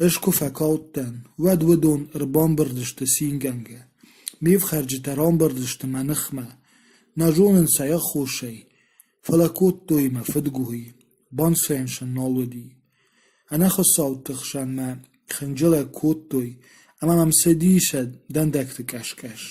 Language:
Ossetic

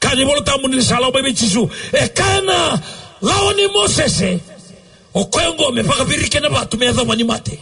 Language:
Fijian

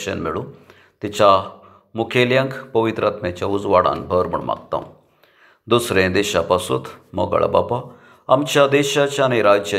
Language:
Konkani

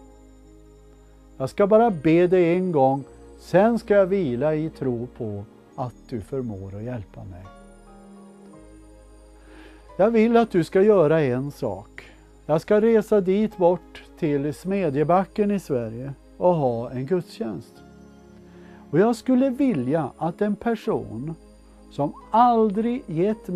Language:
Swedish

